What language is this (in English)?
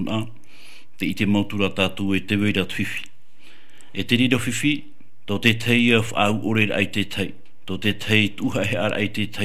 Tahitian